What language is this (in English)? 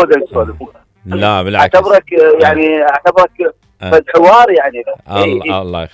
Mesopotamian Arabic